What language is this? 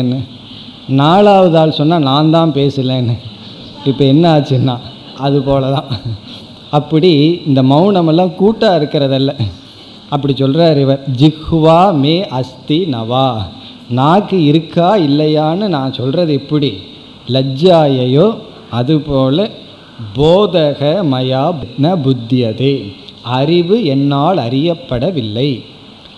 Tamil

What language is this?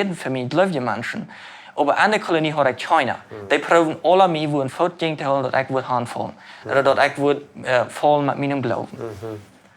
Plautdietsch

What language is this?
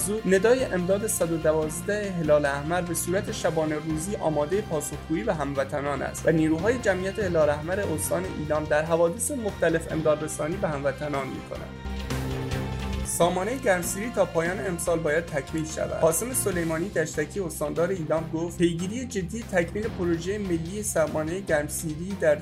Persian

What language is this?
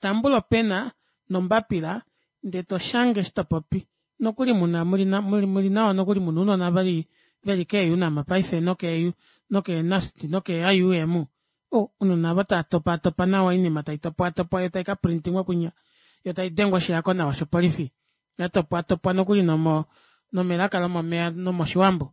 Kuanyama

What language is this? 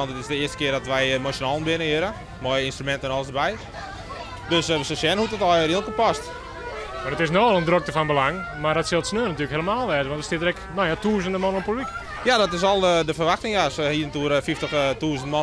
Western Frisian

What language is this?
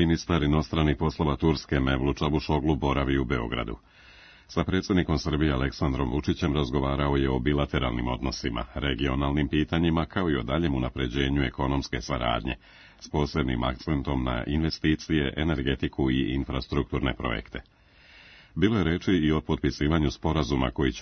Serbian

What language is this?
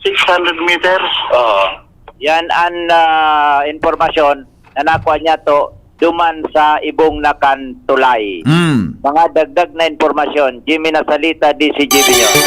Bikol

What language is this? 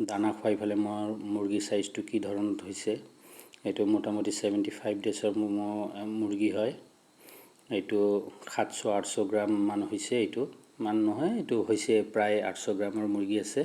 Assamese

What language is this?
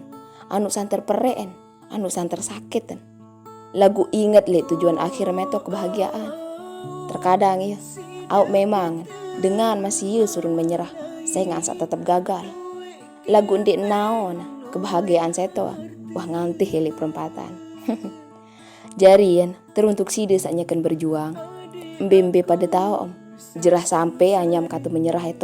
Sasak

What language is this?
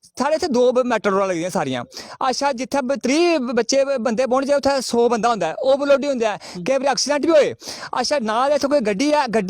Dogri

